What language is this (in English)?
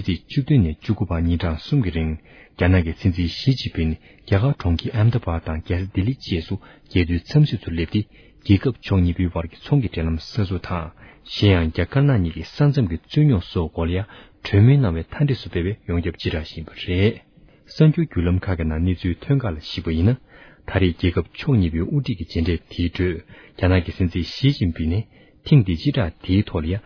Tibetan